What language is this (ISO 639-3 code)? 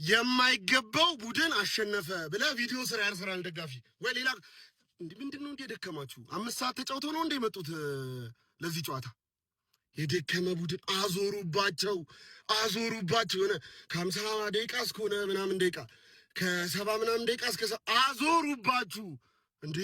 amh